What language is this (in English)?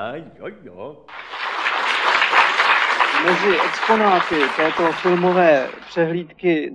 Czech